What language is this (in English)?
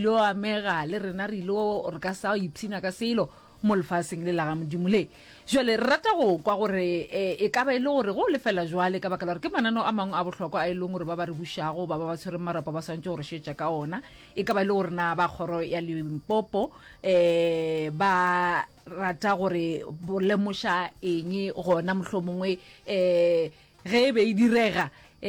Northern Sotho